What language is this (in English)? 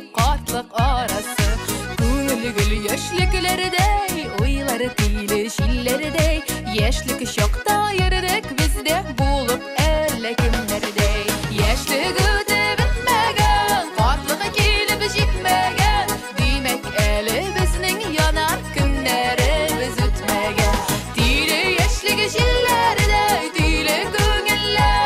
Tatar